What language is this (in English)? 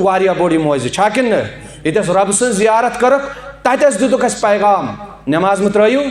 Kashmiri